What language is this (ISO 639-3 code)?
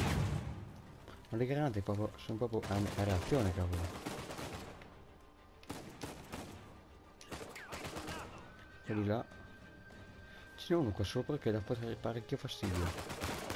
ita